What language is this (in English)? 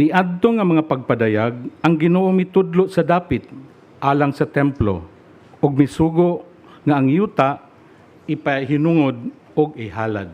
Cebuano